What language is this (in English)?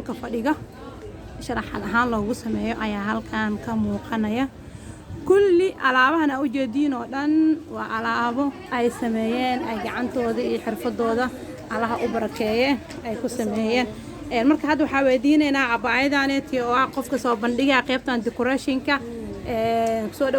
Somali